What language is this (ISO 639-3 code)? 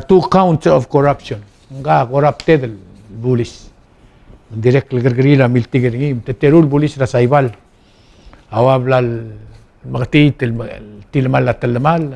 pau